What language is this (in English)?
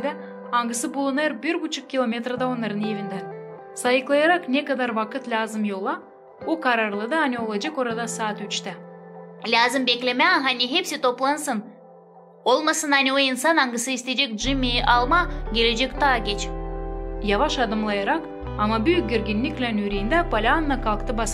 Gagauz